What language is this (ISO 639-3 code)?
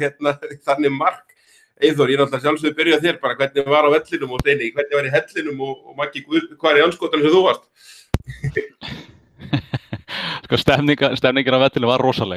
isl